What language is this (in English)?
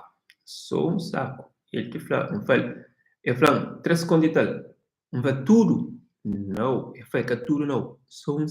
Kabuverdianu